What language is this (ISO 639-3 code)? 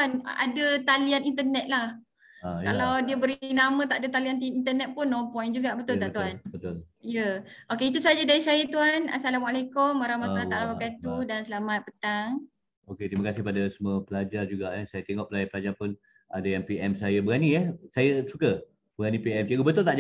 msa